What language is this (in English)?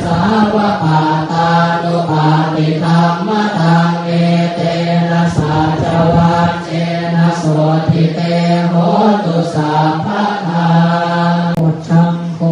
Pali